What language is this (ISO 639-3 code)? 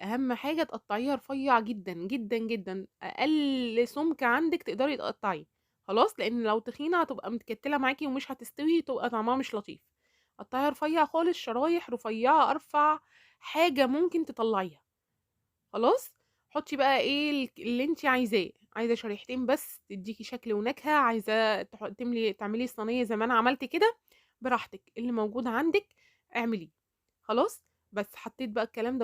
arz